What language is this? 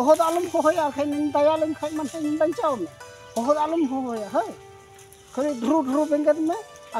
Santali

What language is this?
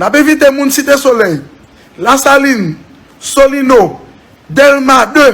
Haitian Creole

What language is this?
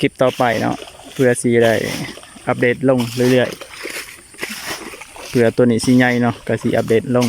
Lao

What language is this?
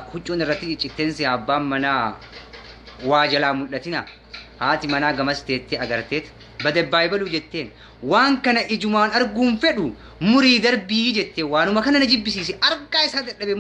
Oromo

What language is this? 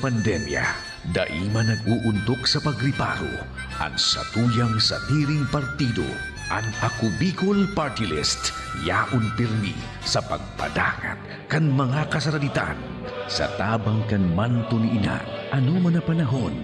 Bikol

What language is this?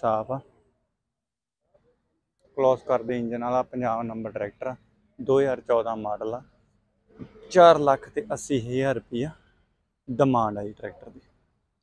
Punjabi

